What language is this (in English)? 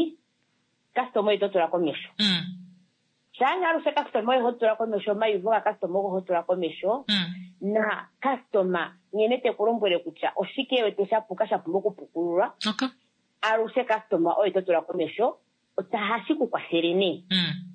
Kuanyama